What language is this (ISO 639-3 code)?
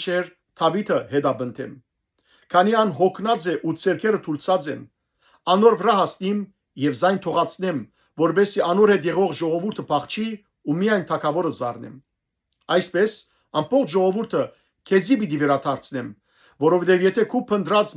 hyw